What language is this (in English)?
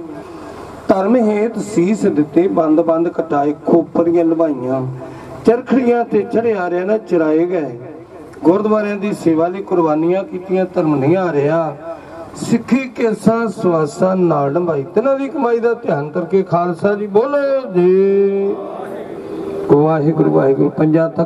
Punjabi